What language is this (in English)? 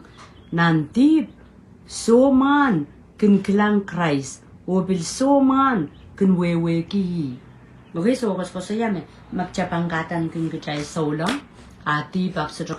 Pohnpeian